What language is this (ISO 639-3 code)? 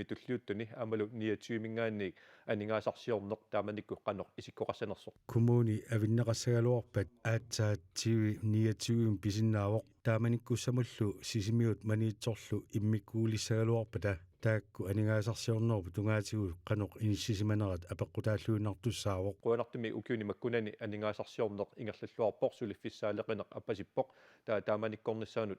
kal